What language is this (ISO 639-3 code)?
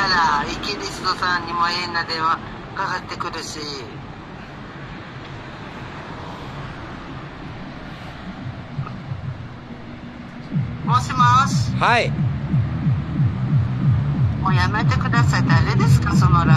jpn